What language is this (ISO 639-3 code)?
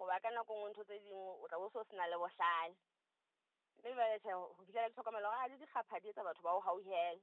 sot